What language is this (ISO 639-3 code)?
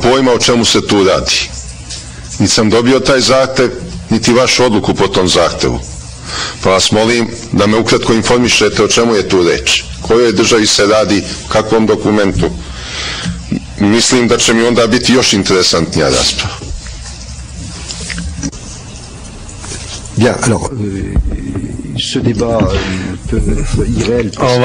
srp